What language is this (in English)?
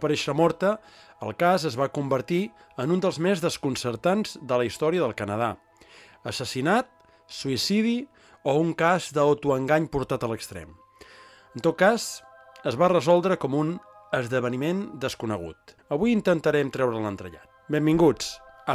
Catalan